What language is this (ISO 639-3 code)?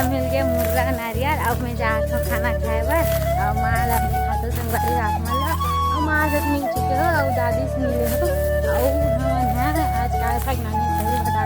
hne